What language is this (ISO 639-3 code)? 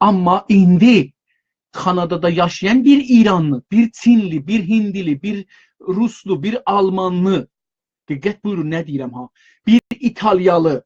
azb